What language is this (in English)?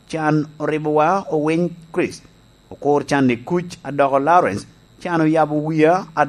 Lango (Uganda)